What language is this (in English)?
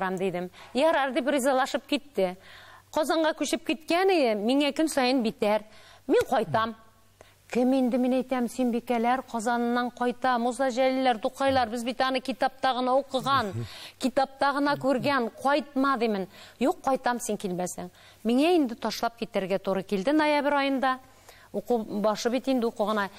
Tatar